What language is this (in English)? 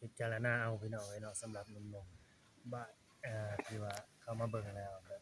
Northeastern Thai